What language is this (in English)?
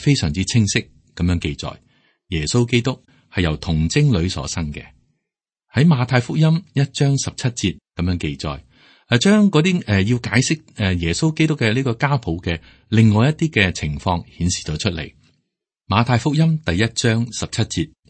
Cantonese